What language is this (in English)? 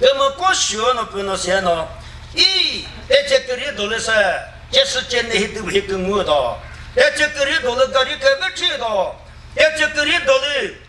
Chokri Naga